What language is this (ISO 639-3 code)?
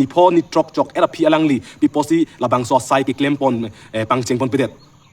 mjw